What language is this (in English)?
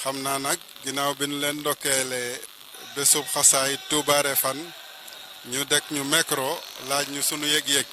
Wolof